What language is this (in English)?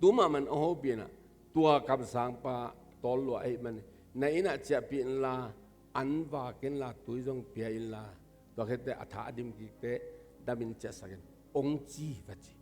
Tedim Chin